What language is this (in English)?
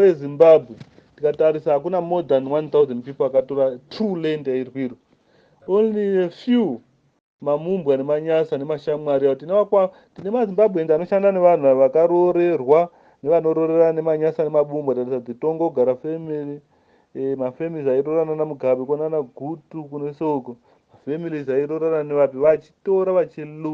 Shona